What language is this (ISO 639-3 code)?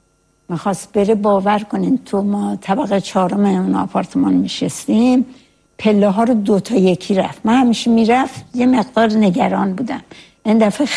fas